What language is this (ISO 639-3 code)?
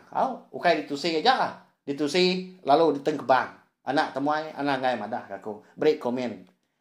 iba